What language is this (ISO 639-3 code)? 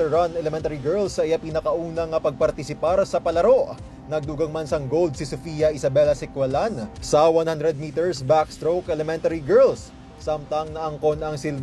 hil